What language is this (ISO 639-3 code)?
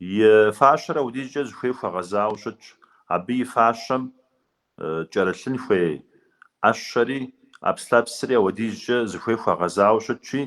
kbd